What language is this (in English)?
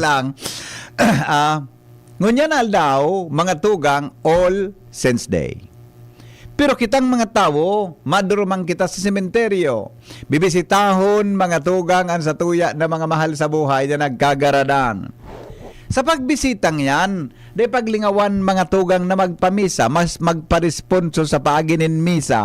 Bikol